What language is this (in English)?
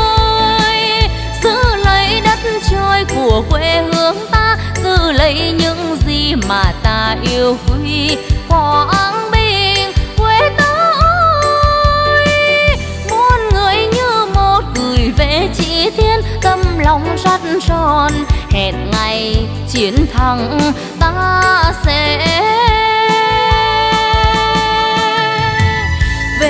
Vietnamese